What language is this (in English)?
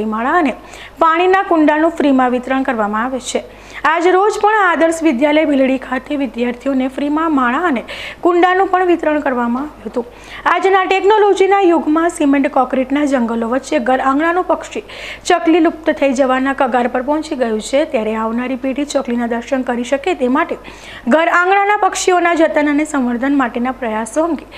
Gujarati